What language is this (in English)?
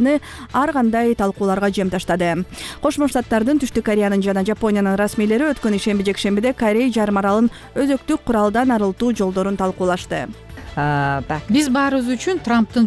Kyrgyz